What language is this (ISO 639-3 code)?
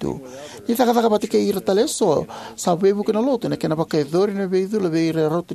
fij